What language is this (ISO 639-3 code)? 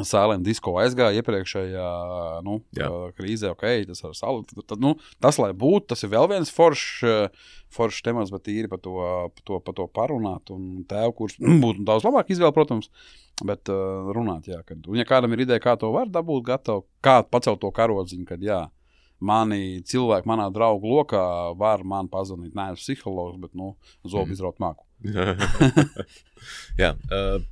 lav